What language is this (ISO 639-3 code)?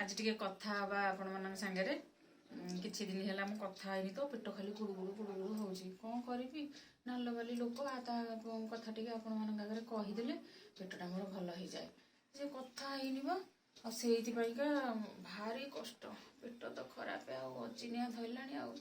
ori